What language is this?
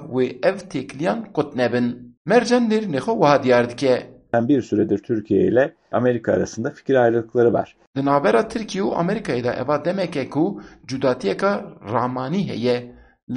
Kurdish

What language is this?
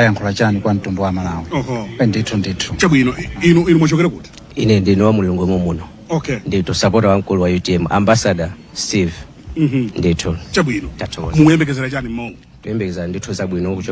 Nyanja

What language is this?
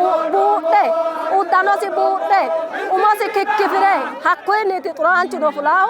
Sidamo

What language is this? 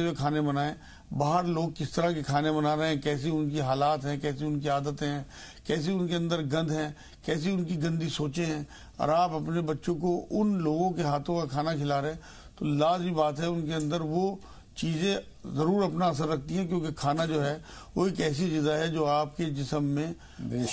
Urdu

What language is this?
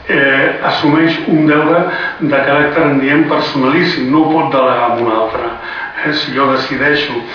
Catalan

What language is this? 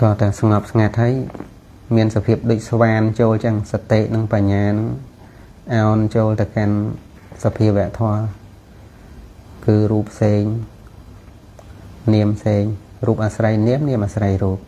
Khmer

